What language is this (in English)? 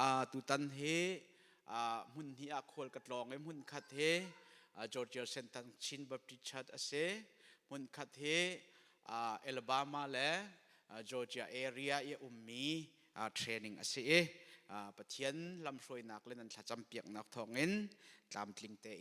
Hakha Chin